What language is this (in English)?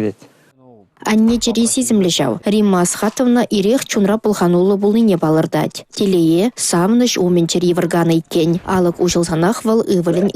Chuvash